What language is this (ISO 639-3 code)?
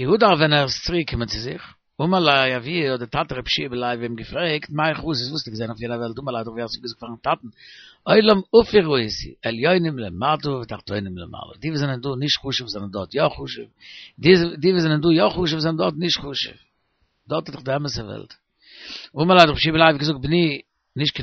yid